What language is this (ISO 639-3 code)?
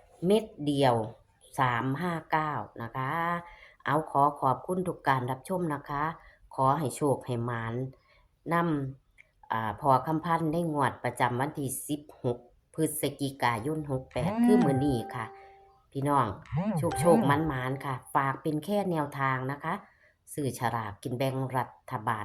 tts